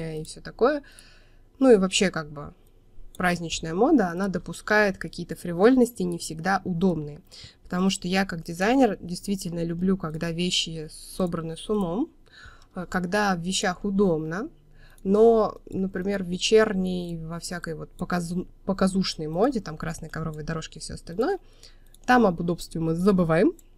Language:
Russian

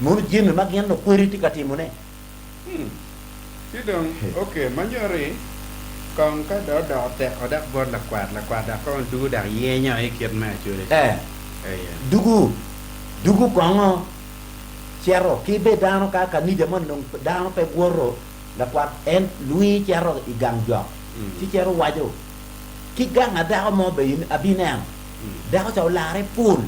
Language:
Acoli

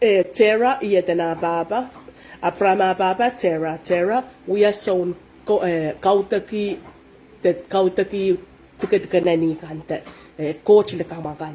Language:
Pohnpeian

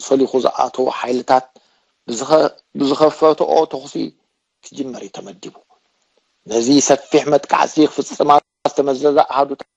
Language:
Tigrinya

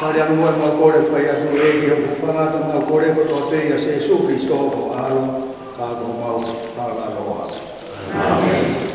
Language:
Tongan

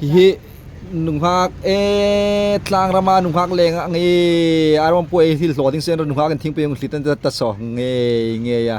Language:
Hmar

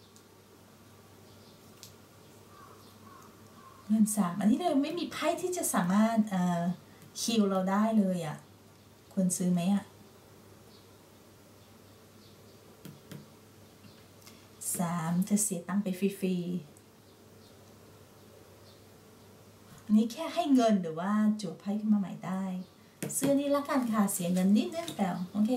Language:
Thai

